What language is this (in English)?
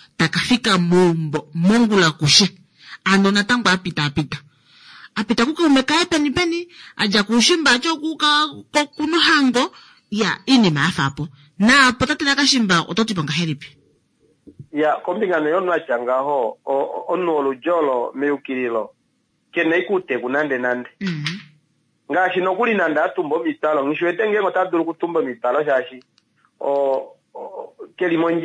Kuanyama